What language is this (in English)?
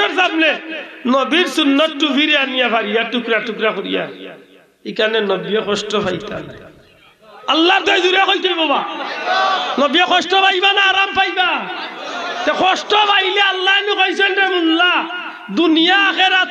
Sylheti